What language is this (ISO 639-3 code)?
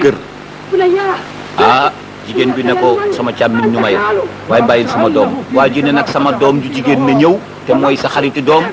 wol